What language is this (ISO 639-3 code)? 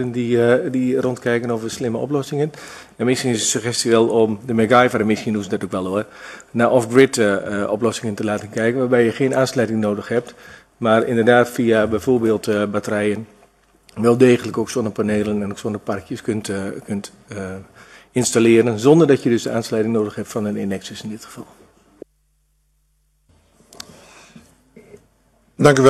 nld